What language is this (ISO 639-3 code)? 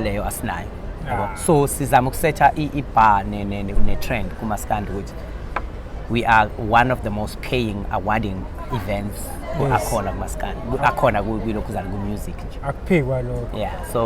zul